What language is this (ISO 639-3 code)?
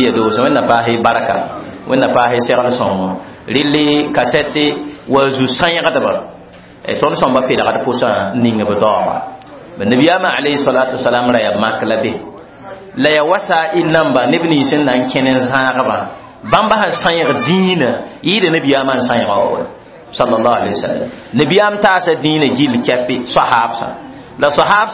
mos